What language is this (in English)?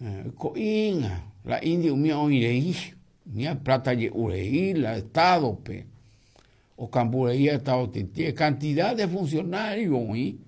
Guarani